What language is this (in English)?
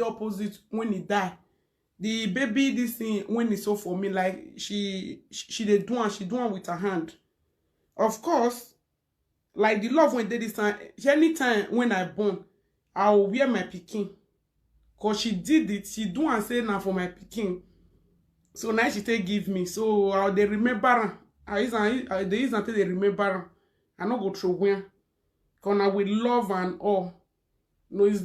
Nigerian Pidgin